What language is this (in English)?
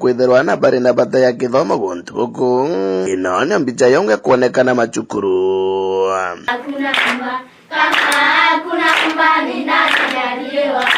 Meru